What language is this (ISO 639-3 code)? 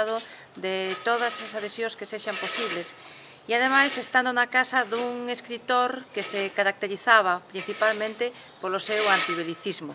glg